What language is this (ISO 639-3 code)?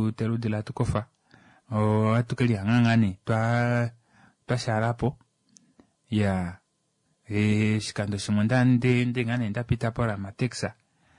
kua